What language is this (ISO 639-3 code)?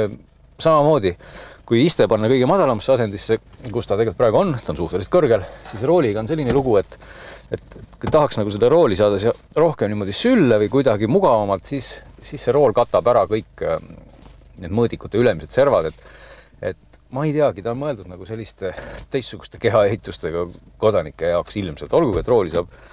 est